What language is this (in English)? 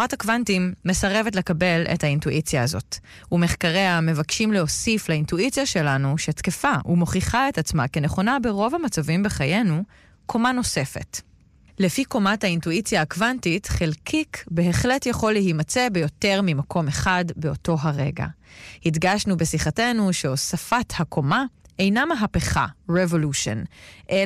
Hebrew